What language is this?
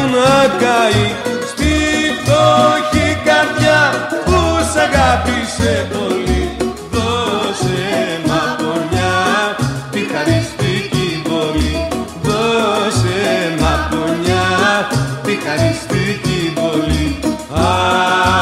Greek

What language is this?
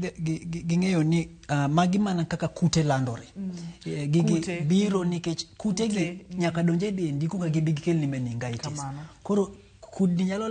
Luo (Kenya and Tanzania)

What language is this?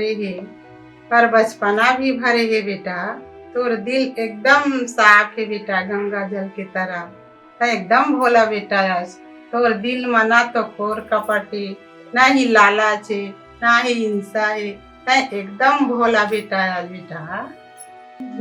Chhattisgarhi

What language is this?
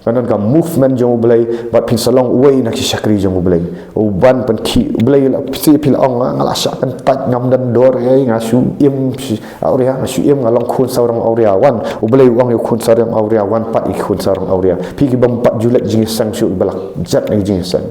Khasi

